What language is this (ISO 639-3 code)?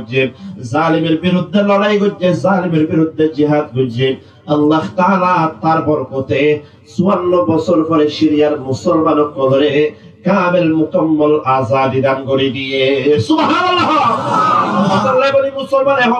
rhg